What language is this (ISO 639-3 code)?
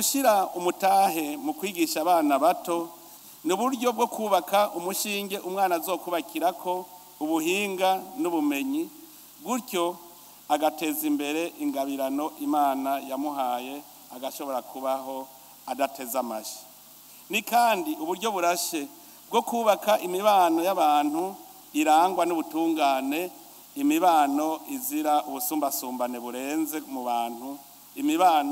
run